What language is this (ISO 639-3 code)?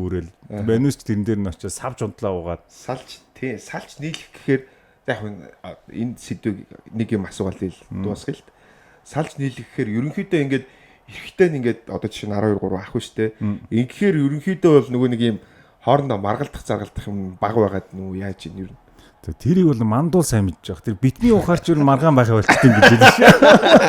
mon